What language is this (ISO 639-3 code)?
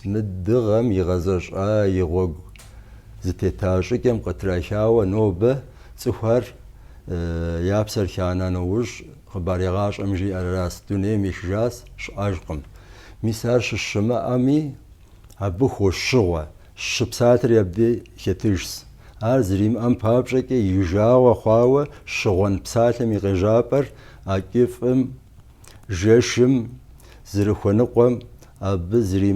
kbd